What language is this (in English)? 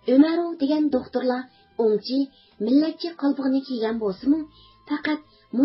Uyghur